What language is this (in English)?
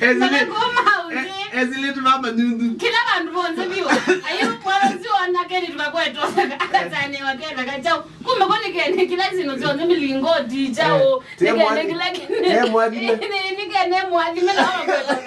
Kamba